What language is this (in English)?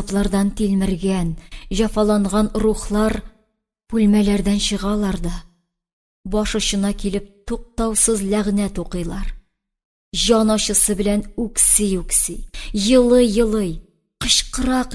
Tatar